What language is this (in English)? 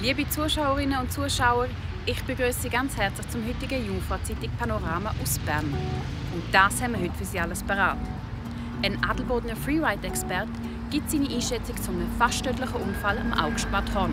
Swiss German